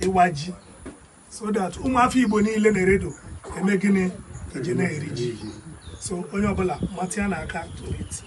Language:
Igbo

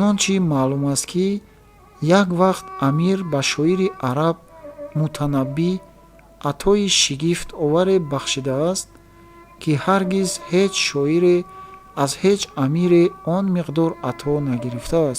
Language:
Tajik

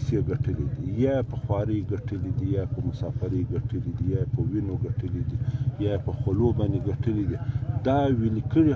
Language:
Pashto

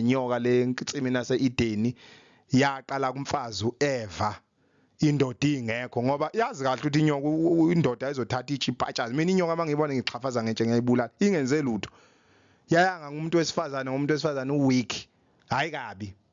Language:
Zulu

